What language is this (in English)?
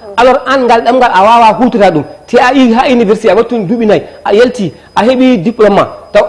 Fula